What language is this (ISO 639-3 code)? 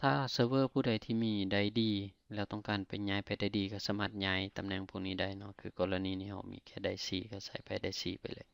lao